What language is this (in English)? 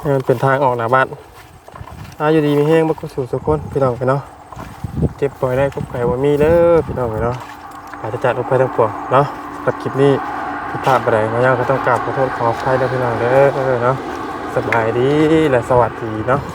Lao